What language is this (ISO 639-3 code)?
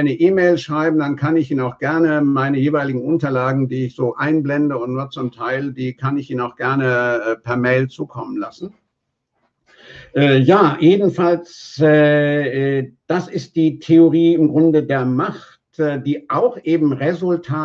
deu